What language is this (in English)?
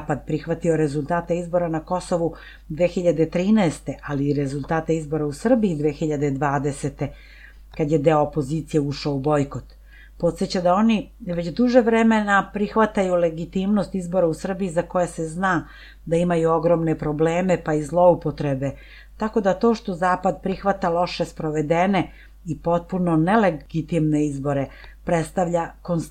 Serbian